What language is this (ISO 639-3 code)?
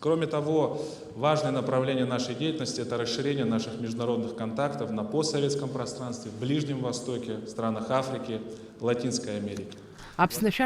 abk